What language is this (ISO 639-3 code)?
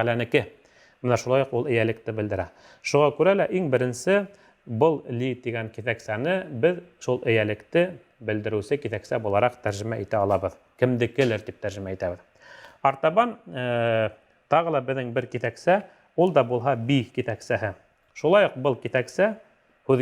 bak